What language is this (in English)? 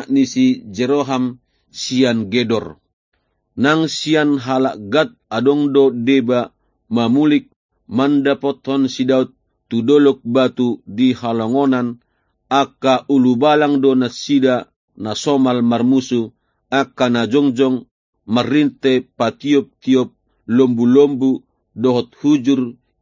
Batak Toba